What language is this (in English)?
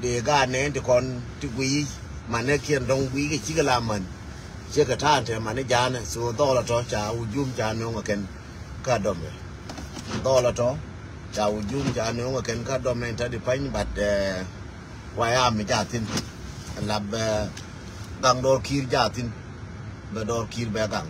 Nuer